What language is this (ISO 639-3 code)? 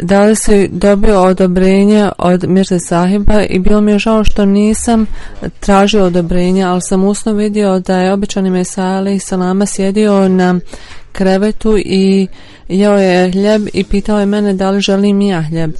bos